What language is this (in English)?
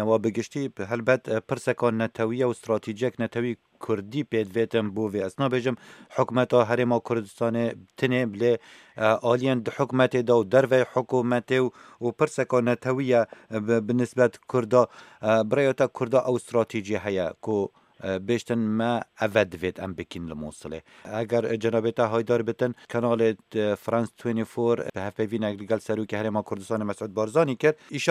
Kurdish